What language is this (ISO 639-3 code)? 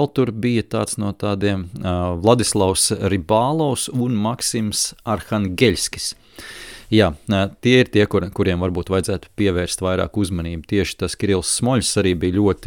lav